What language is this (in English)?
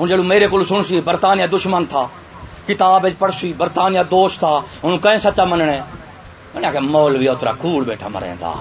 Saraiki